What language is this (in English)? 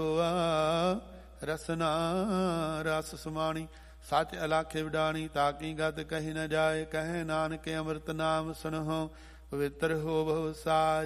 Punjabi